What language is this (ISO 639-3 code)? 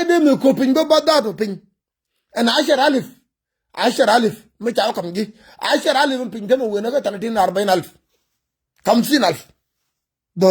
nus